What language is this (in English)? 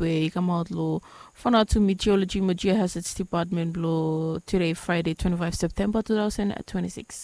Bislama